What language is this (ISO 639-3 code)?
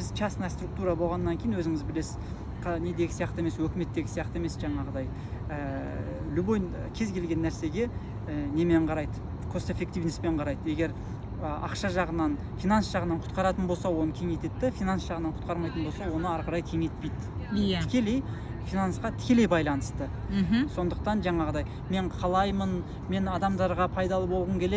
kaz